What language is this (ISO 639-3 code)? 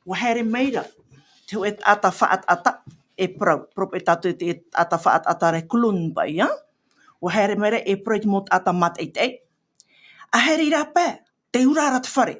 tah